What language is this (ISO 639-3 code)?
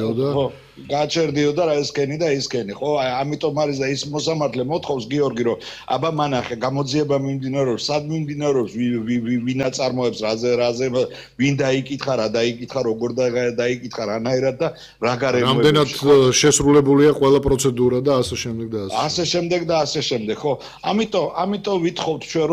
kat